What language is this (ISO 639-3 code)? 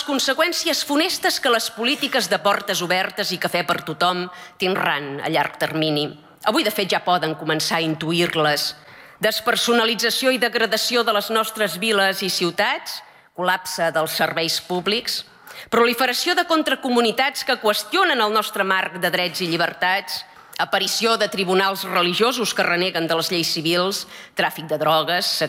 cat